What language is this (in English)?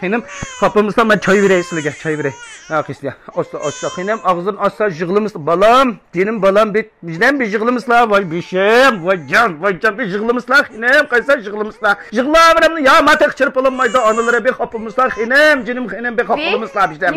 Uyghur